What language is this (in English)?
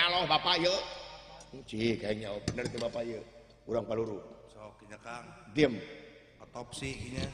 Sundanese